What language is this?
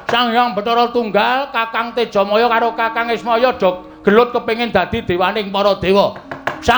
Javanese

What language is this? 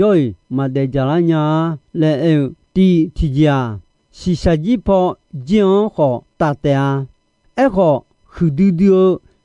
Akha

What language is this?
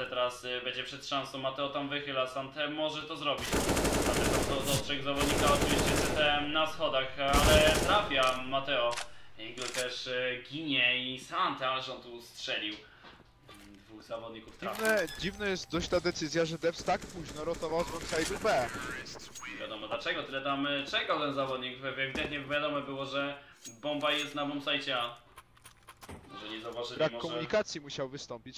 Polish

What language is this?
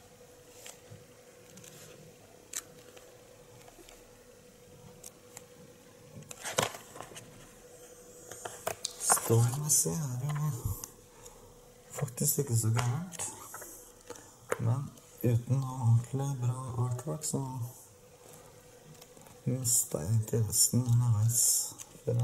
Norwegian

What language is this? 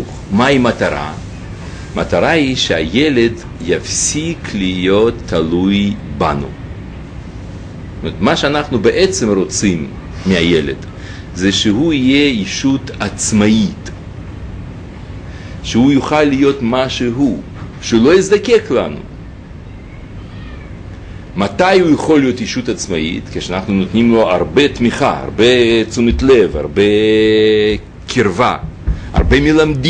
Hebrew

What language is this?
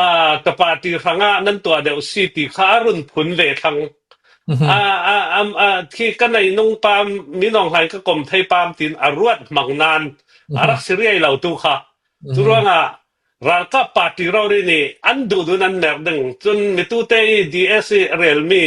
Hakha Chin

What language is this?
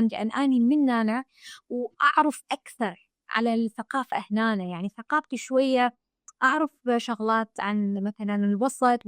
Mesopotamian Arabic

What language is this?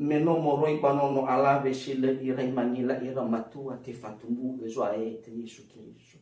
Nias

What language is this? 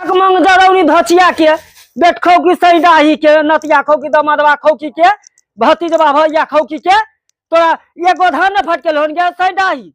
Maithili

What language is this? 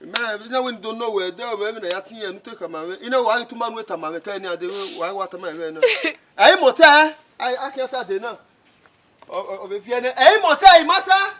Bini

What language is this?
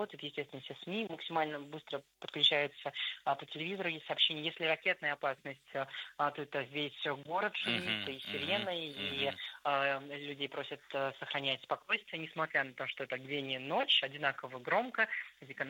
Russian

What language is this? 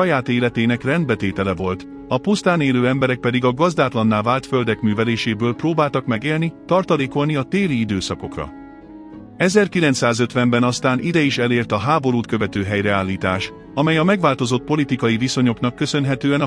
Hungarian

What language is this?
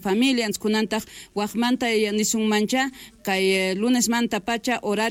South Bolivian Quechua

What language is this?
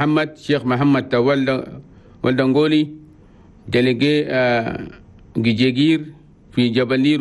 Chadian Arabic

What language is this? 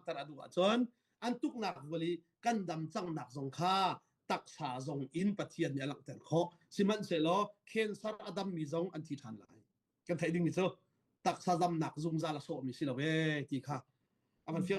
Hakha Chin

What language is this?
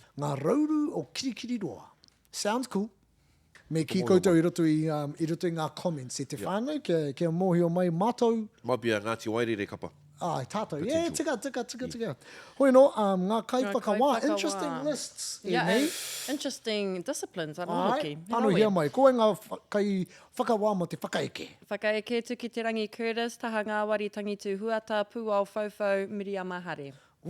Māori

